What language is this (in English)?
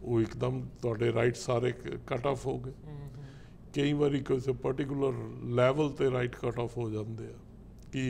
Punjabi